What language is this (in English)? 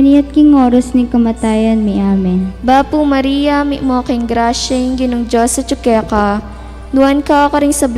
Pampanga